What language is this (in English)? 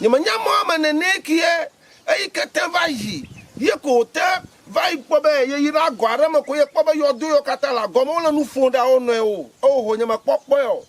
Ewe